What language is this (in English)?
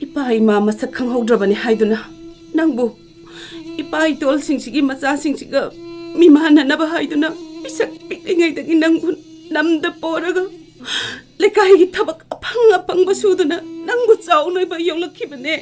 Manipuri